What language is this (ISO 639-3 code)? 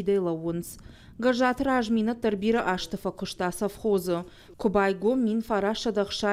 oss